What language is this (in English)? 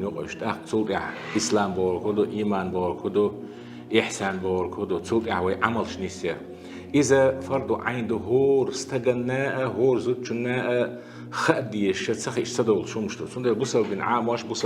Chechen